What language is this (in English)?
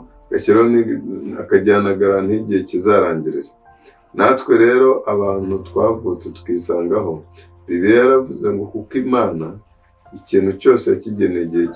Kinyarwanda